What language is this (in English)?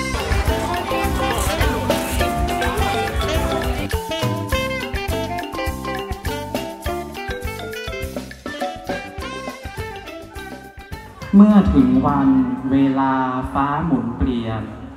Thai